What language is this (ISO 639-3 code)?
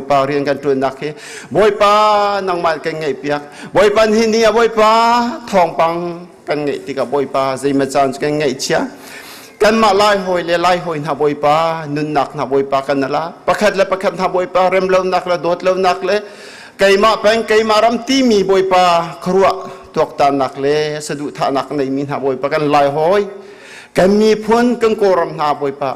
cnh